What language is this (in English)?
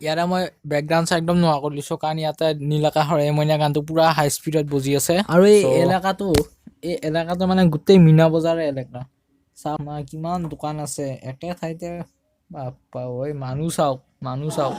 Assamese